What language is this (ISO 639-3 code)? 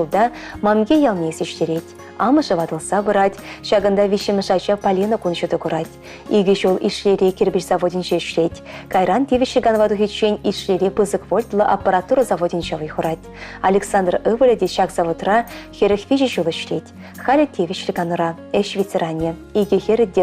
chv